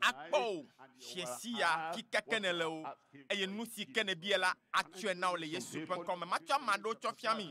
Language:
Ewe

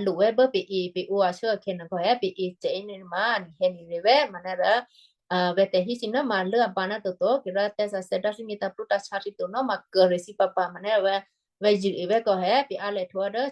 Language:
Western Kayah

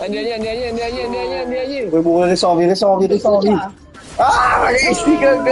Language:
Morisyen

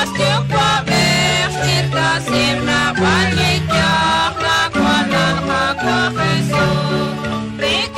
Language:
Kekchí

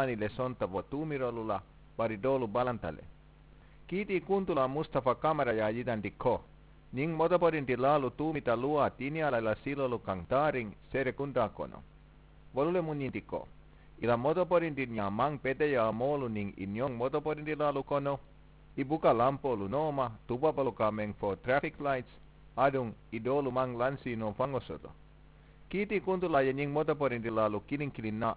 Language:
Mandingo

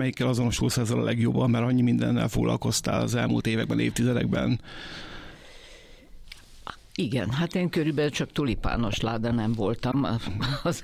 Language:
Hungarian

